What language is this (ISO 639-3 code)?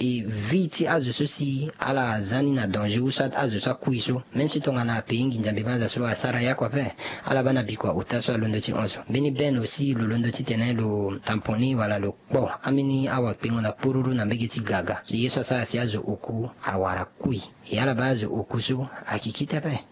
sag